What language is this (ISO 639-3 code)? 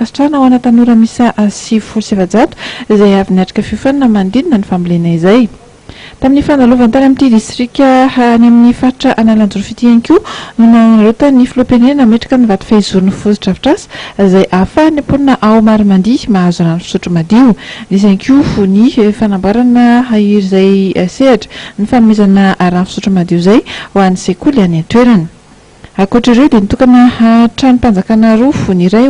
mlg